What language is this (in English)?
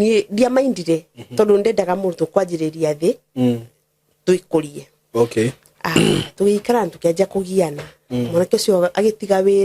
Kikuyu